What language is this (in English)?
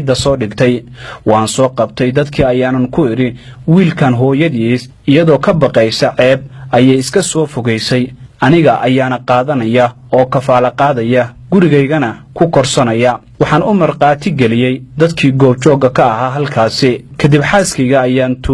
Somali